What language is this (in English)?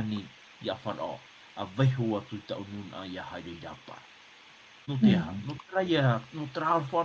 Tahitian